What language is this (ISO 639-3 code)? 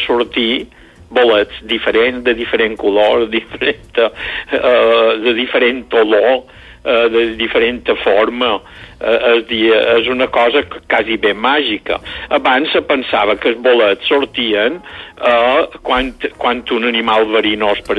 cat